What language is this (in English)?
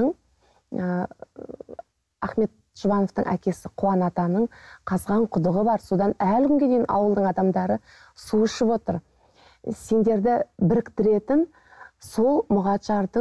Kazakh